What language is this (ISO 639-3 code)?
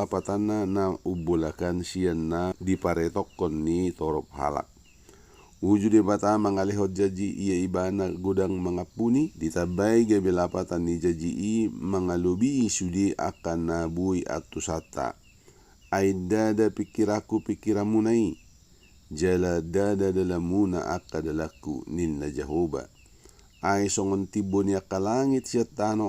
bbc